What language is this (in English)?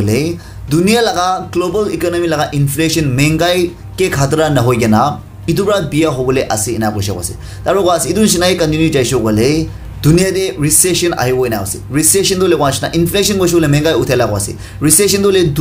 Naga Pidgin